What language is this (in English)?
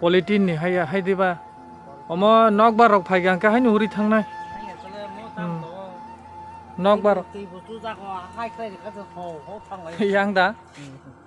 Kok Borok